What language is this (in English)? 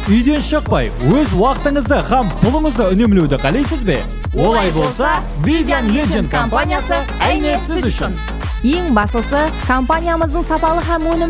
Kara-Kalpak